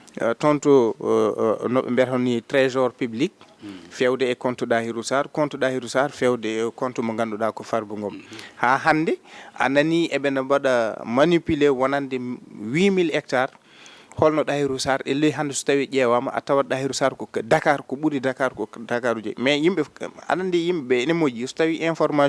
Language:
Fula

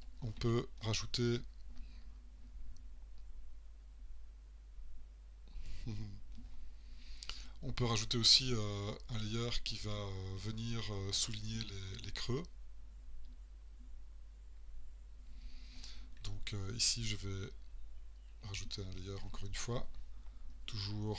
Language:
French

